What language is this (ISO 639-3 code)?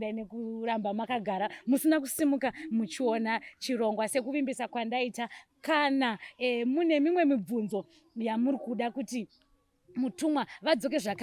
sna